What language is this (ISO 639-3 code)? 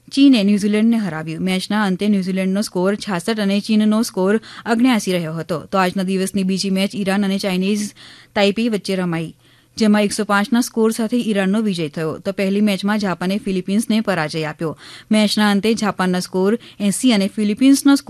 guj